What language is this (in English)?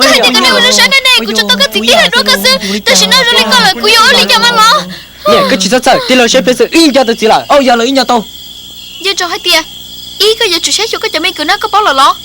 Hmong